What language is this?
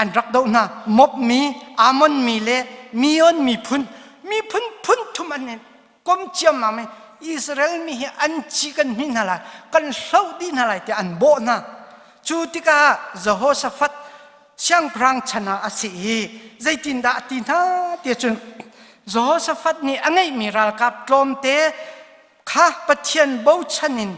Hakha Chin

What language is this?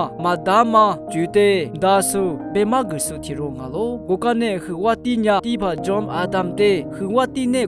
Lisu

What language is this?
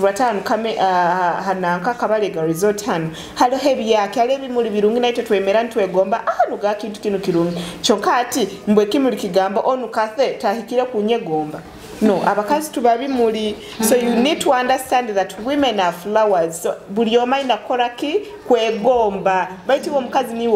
Tooro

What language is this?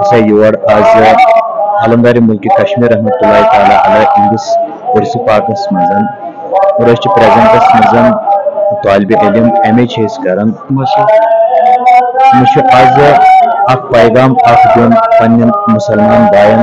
Kashmiri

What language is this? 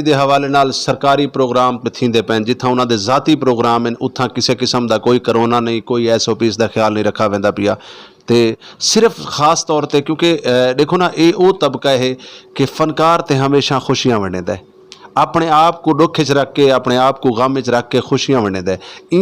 Saraiki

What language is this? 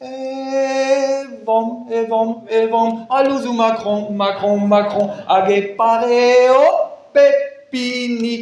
Breton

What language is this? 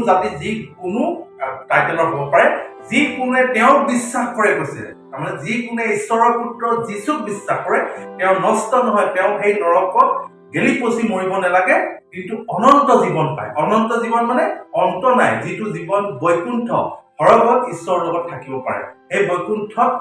Assamese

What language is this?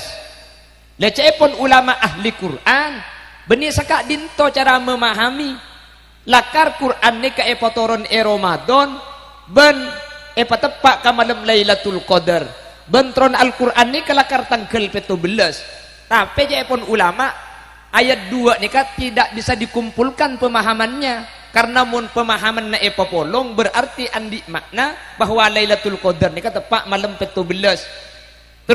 Madurese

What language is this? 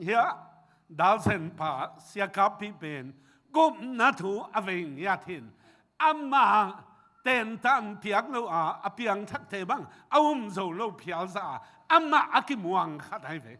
Tedim Chin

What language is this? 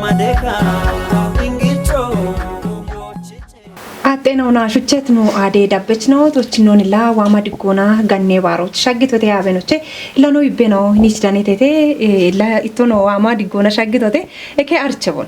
Kafa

